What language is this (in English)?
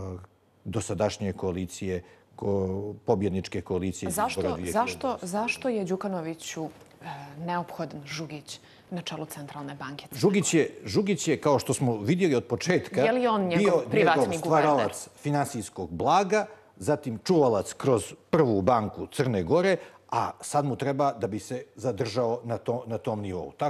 Bosnian